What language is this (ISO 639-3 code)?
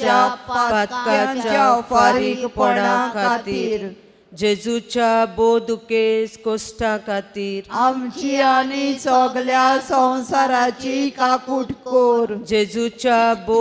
kok